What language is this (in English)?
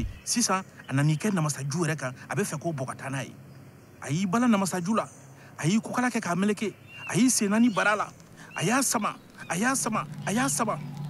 Bambara